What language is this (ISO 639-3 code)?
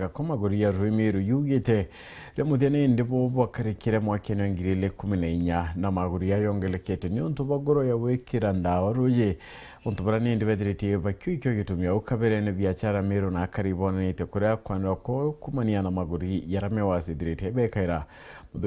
mer